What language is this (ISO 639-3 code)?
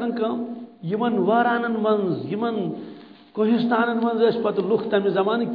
kas